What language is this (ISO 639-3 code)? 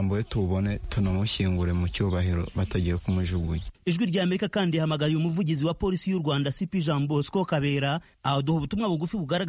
kin